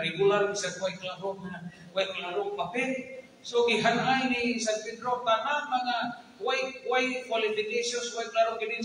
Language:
Cebuano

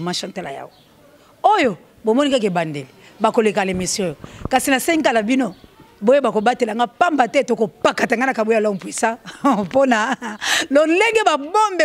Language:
Lingala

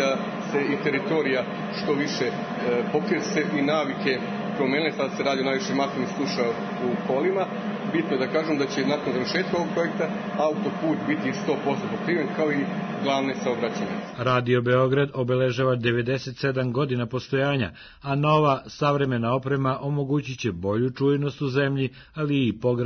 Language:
Serbian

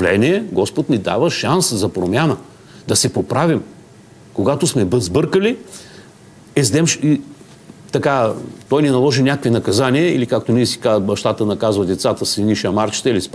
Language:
Bulgarian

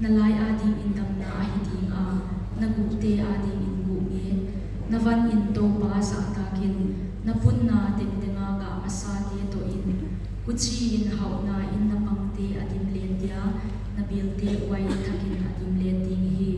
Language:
Paite Chin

